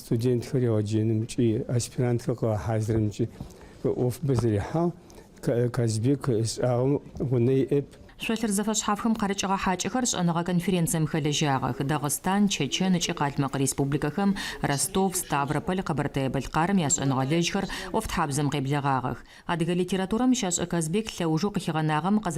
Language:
Adyghe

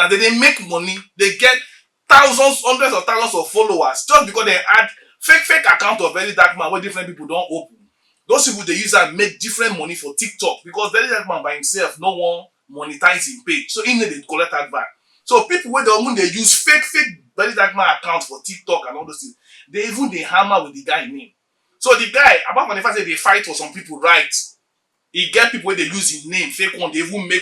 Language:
Nigerian Pidgin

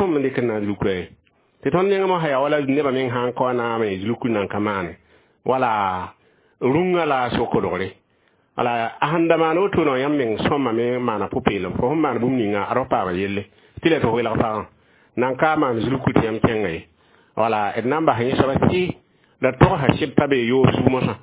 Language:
Mossi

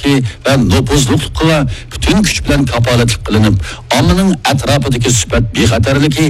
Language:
Uyghur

